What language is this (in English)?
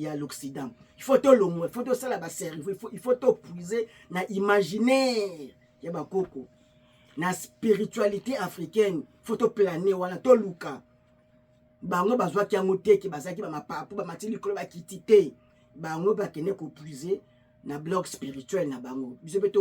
Lingala